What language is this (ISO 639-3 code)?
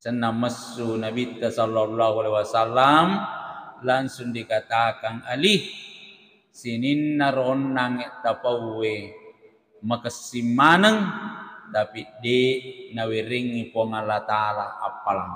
bug